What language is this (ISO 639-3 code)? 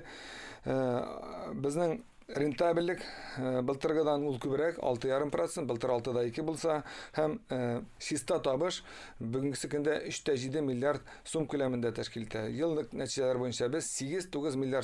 tat